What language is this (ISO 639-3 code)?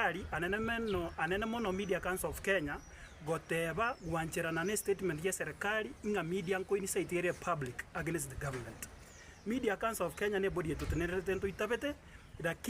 guz